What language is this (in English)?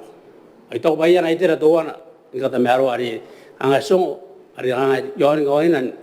Gilbertese